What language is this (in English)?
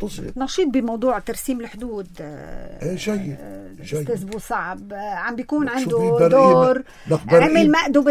North Levantine Arabic